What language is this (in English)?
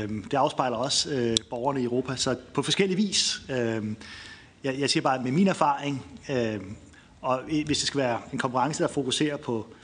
Danish